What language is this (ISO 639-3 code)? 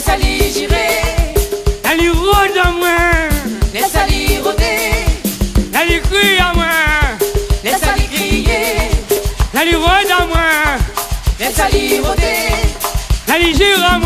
rcf